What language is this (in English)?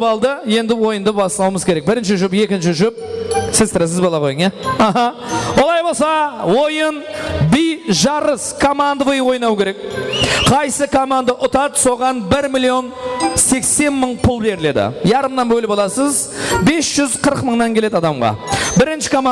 Kara-Kalpak